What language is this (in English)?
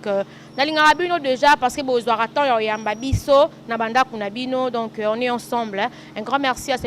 Lingala